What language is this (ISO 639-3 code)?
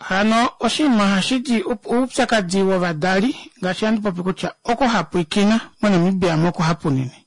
kua